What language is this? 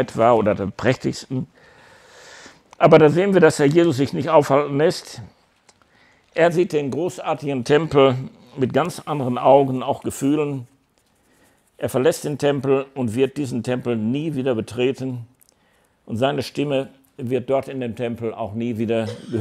German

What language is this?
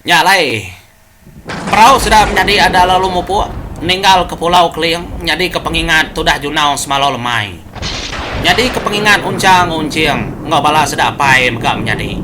Iban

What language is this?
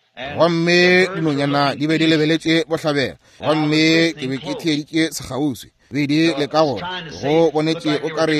Northern Sotho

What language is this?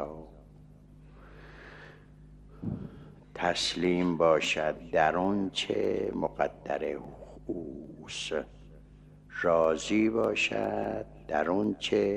Persian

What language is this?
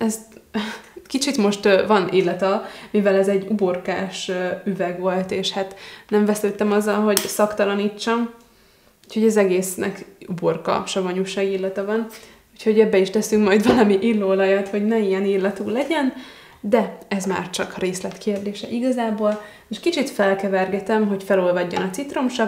Hungarian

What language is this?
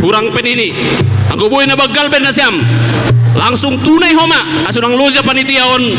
Batak Simalungun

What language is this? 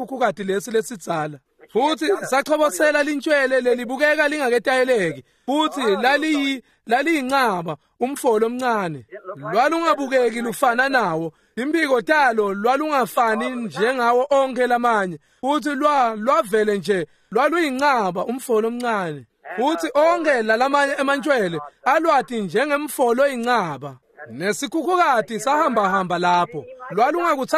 Swati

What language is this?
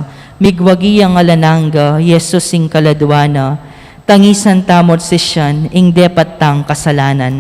Pampanga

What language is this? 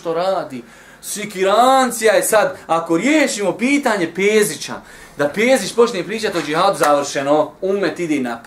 Bosnian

